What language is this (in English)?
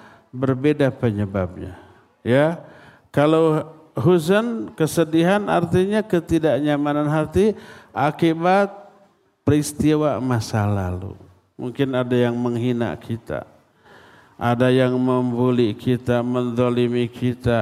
Indonesian